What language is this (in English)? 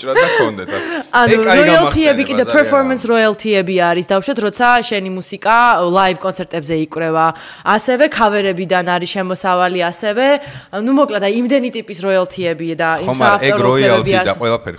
Georgian